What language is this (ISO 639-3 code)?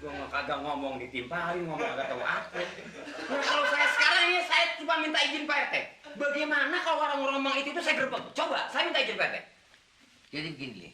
bew